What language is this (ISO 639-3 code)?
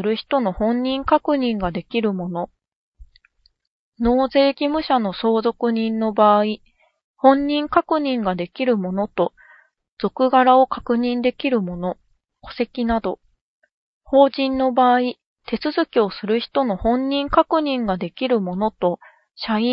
jpn